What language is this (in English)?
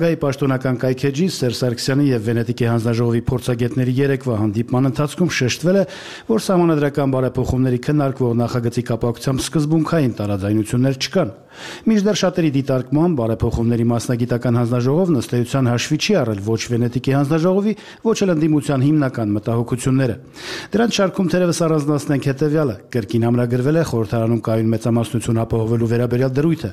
Armenian